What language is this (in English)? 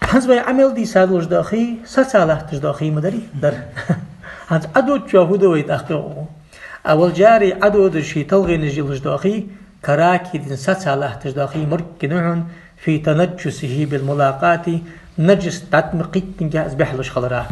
Ingush